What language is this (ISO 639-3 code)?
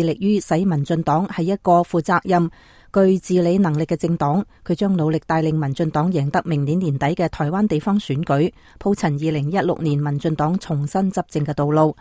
yue